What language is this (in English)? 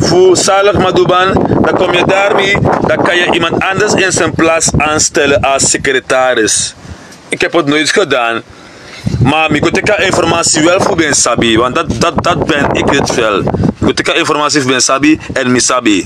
Sranan Tongo